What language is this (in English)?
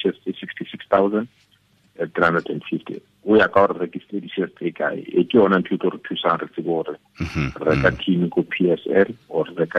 Tswana